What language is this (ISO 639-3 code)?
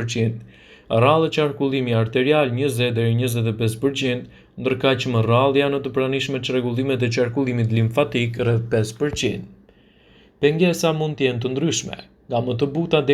sqi